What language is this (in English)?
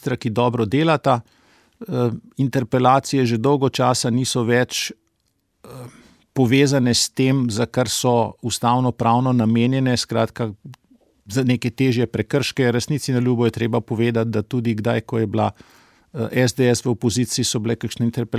Slovenian